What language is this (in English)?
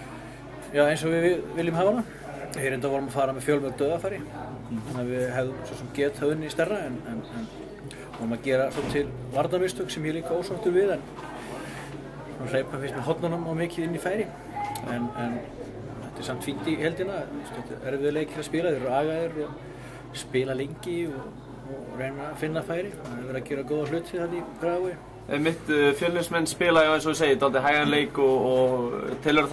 Icelandic